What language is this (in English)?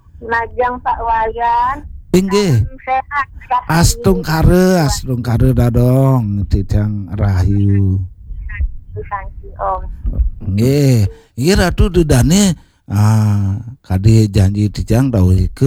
Balinese